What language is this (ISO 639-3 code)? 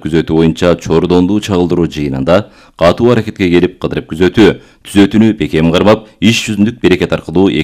kir